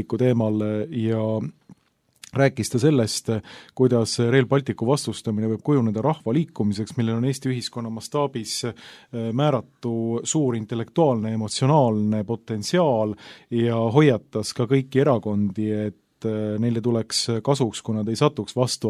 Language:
Estonian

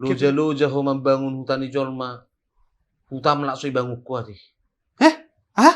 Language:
Batak Toba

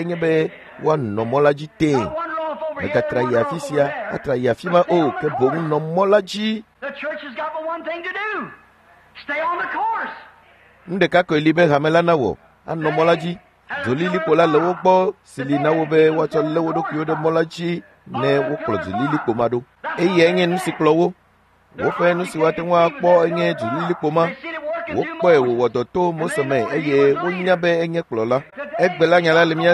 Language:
Ewe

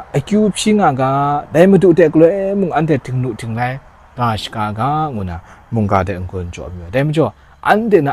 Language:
Kachin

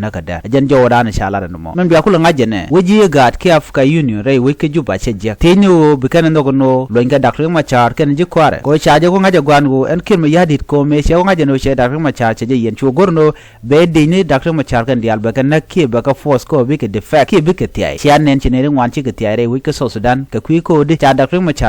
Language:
Nuer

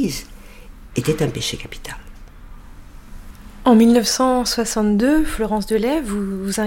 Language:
French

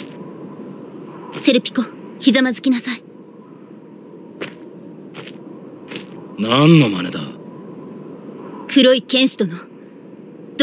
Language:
Japanese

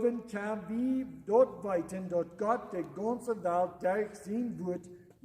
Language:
Plautdietsch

